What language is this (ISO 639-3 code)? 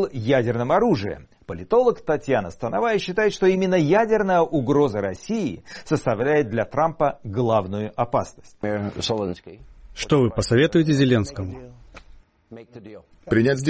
rus